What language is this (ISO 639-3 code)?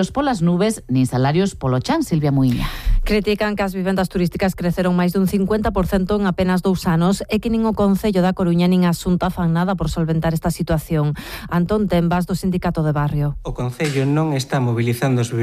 glg